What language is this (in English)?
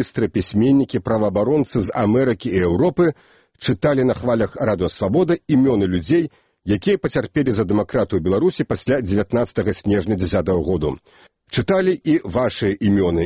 Belarusian